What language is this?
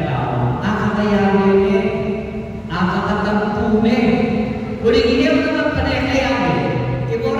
Pampanga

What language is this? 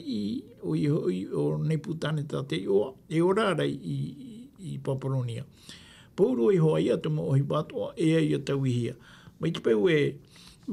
Tahitian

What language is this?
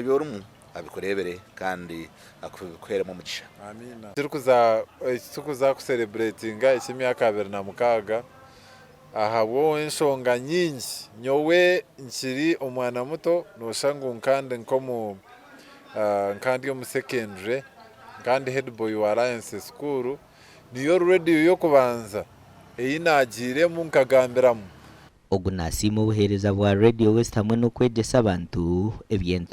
Nyankole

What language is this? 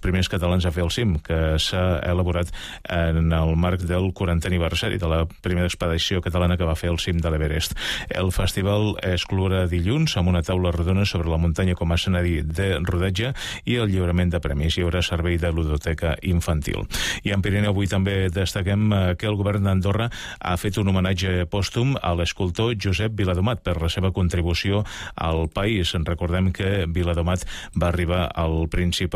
Catalan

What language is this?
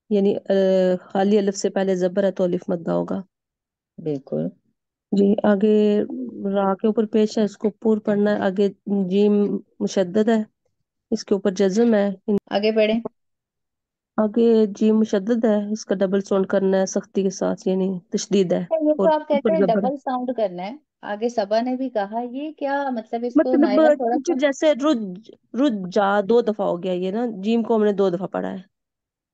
Urdu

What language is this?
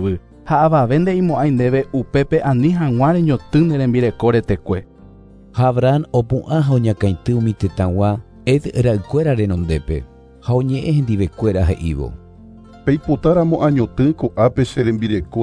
Guarani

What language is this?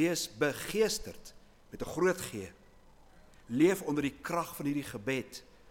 Afrikaans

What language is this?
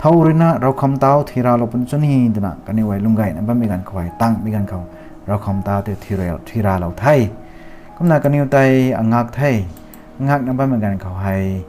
Rongmei Naga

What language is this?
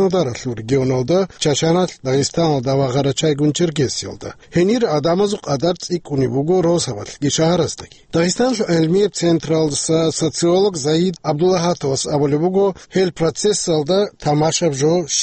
Avaric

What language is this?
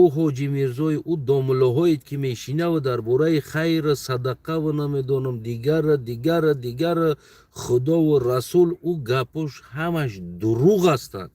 Tajik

